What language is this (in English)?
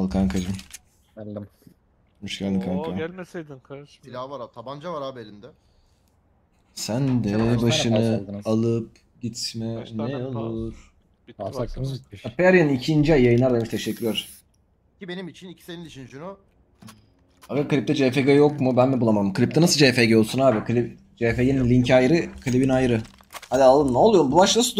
Turkish